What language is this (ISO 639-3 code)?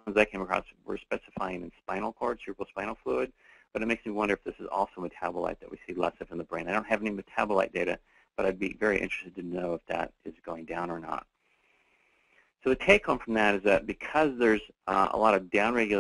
eng